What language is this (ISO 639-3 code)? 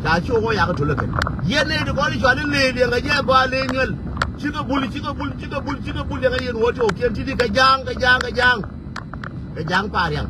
nus